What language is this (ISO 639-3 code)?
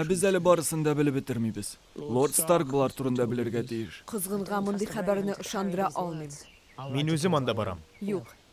tat